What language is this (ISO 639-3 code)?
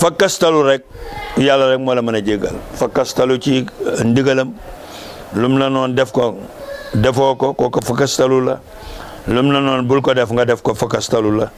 wol